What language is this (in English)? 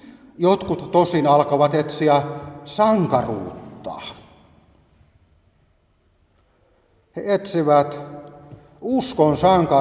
Finnish